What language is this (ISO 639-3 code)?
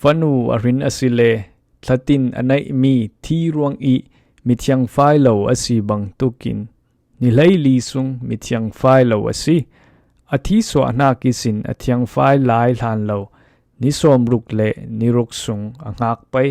cfm